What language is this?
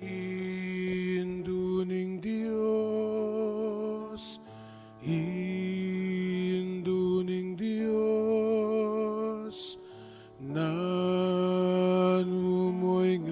Pampanga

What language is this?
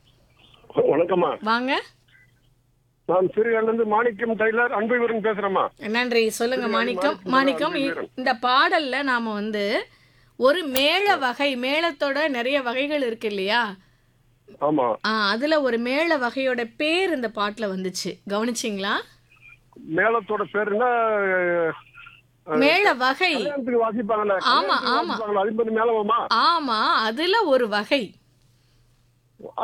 Tamil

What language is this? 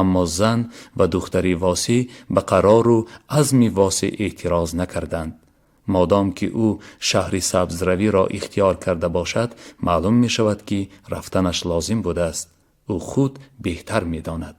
Tajik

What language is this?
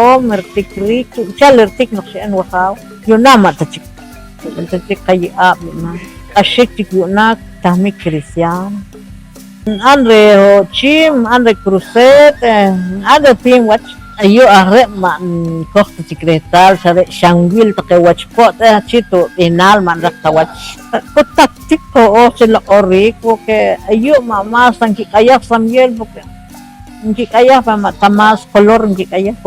Poqomchi'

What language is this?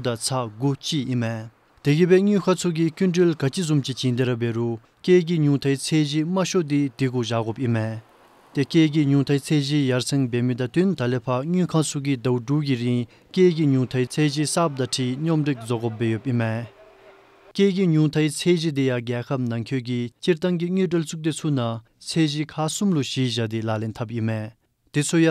Dzongkha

